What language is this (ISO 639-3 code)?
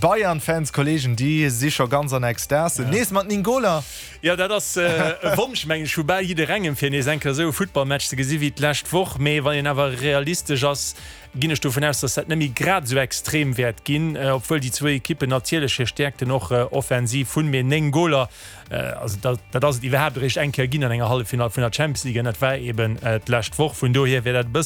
ltz